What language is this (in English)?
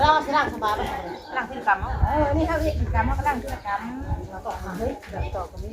Northeastern Thai